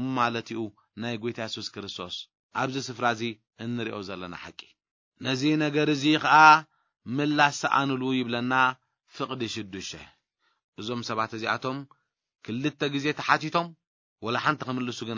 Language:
Tigrinya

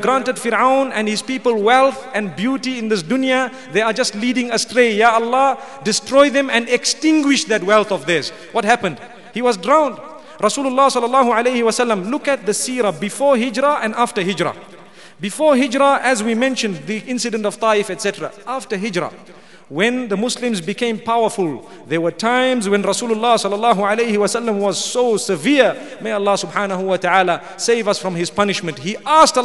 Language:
English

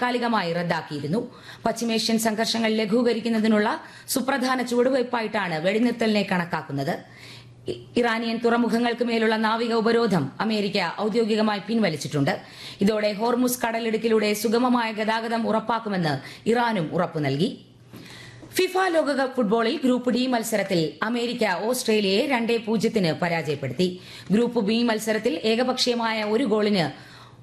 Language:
Malayalam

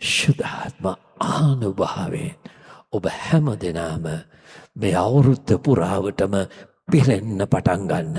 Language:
Sinhala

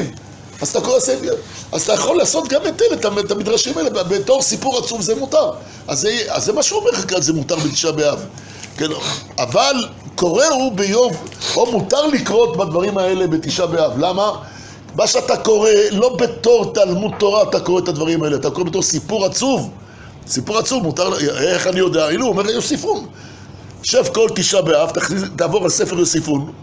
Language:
Hebrew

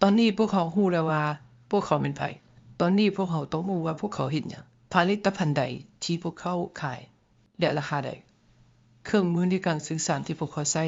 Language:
Lao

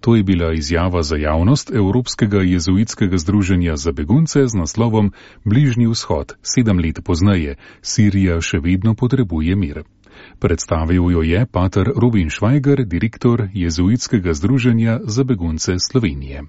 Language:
Slovenian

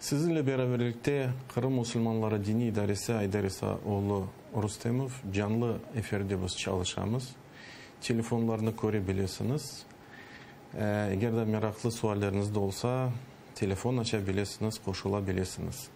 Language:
Crimean Tatar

